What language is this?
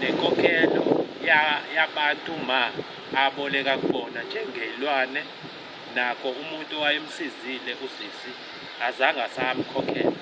Zulu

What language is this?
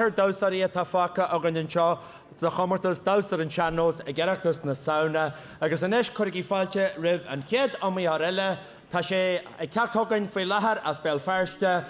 Irish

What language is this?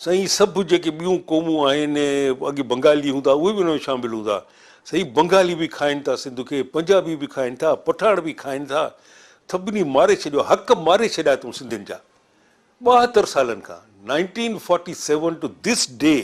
Sindhi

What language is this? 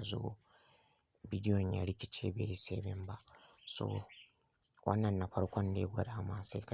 Hausa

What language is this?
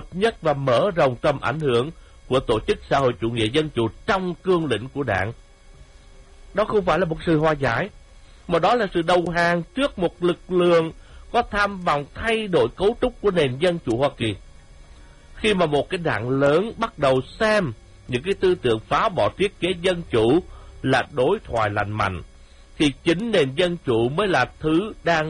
Vietnamese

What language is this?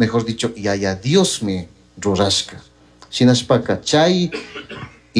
Chimborazo Highland Quichua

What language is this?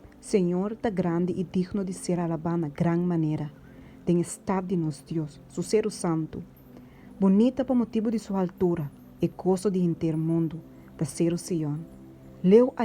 Papiamento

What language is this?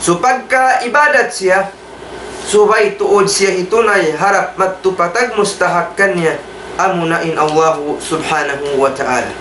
Tausug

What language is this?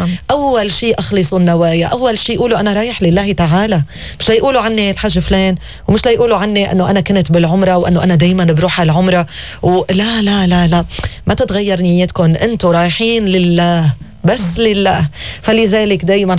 North Levantine Arabic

